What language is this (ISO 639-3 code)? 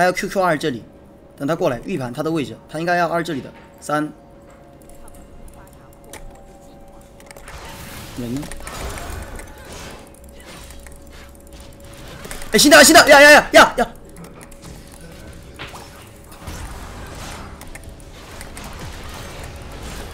zho